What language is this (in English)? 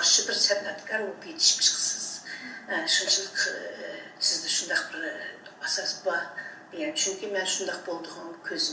Uyghur